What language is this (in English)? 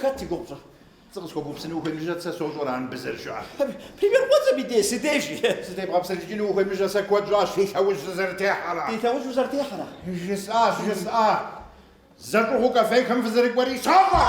Kabardian